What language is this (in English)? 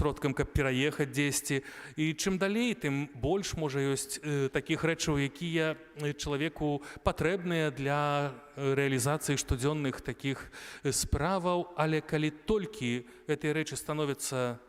Belarusian